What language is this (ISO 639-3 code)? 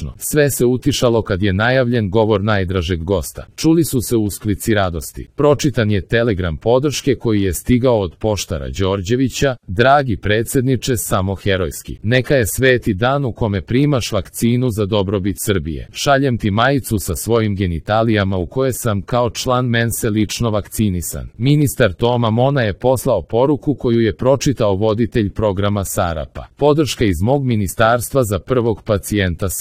srp